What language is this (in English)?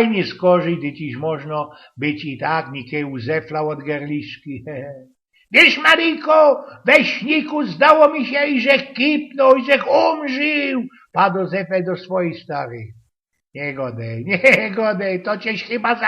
Silesian